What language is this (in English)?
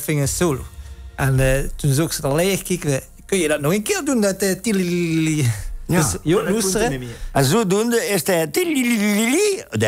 Limburgish